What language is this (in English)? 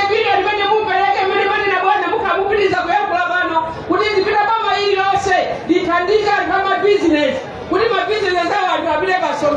Nyanja